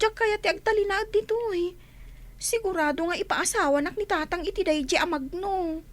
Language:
Iloko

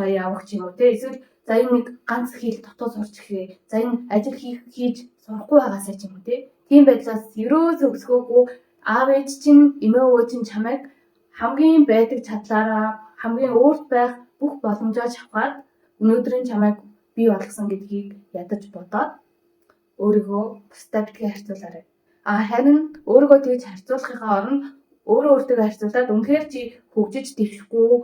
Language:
Mongolian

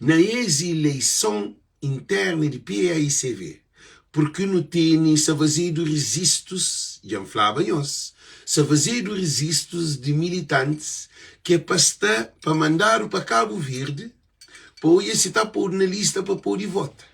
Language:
Kabuverdianu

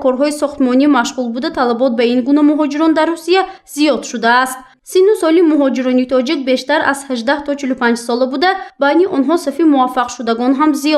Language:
Tajik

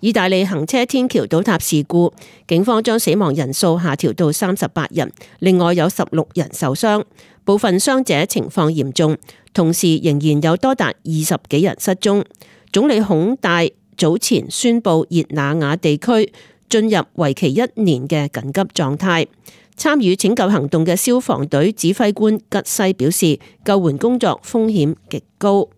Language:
Cantonese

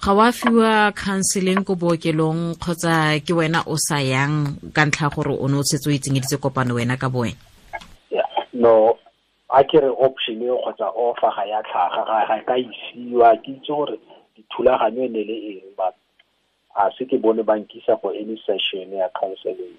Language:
Tswana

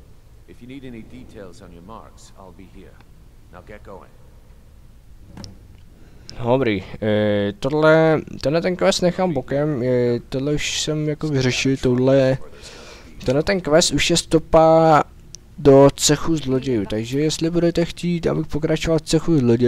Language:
Czech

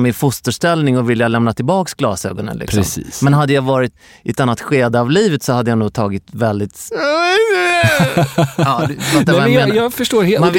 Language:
Swedish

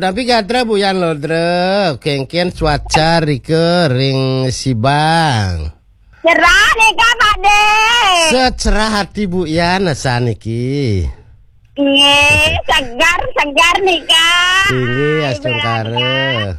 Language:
Balinese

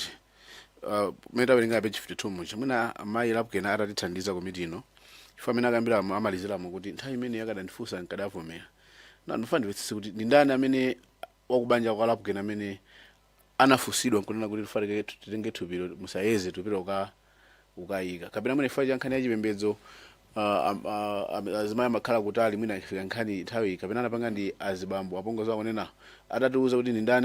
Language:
Nyanja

